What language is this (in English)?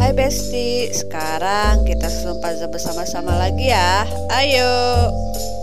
Indonesian